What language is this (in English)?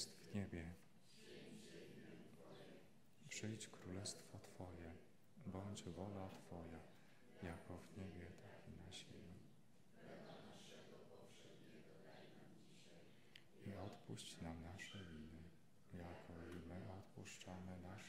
Polish